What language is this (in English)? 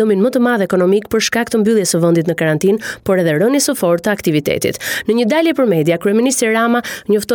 Albanian